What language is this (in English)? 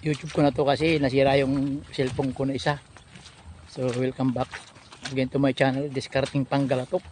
Pangasinan